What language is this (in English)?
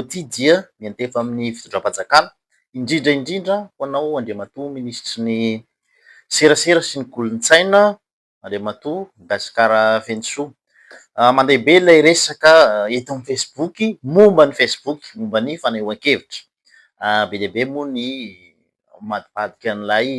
Malagasy